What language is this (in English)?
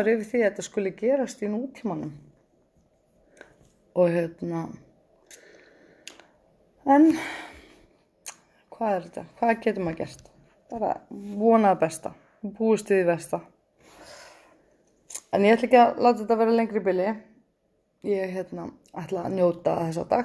Icelandic